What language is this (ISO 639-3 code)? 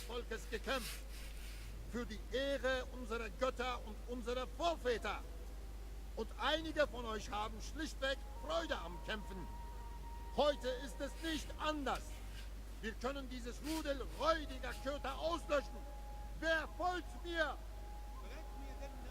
gsw